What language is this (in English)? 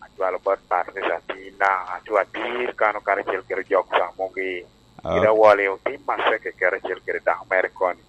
Lango (Uganda)